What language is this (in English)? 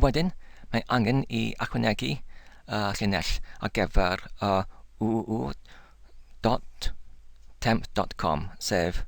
Welsh